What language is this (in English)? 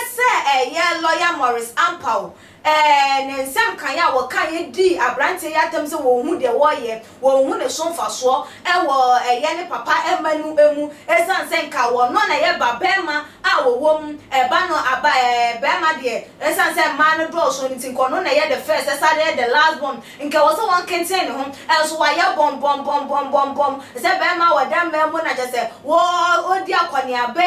Akan